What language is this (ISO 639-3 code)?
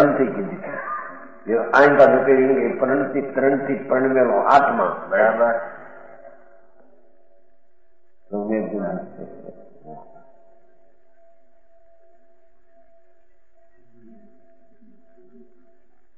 guj